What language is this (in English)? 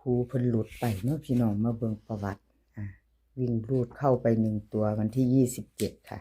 Northeastern Thai